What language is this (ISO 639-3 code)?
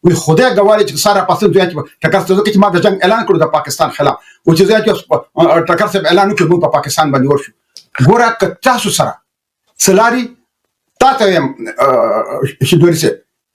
pus